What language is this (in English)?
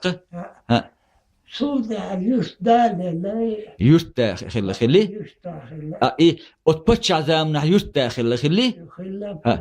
Chechen